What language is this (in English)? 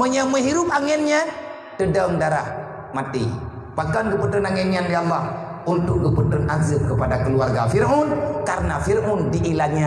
Achinese